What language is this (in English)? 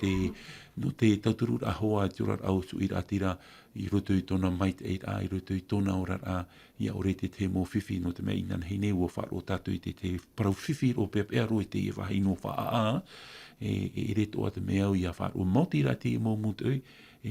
Tahitian